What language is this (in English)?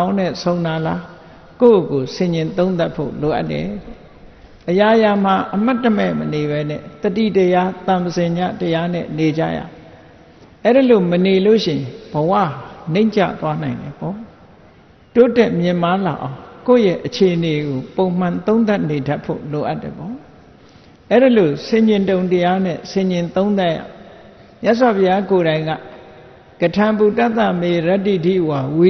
Burmese